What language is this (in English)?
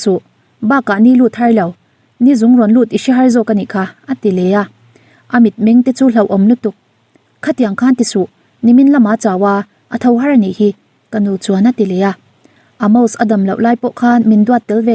Mizo